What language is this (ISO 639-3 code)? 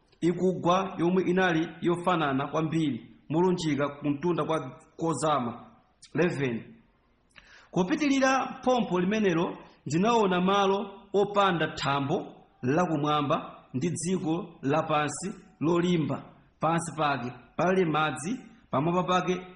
nya